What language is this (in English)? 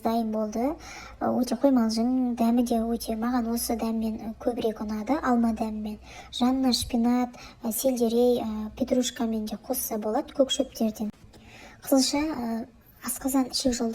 Kazakh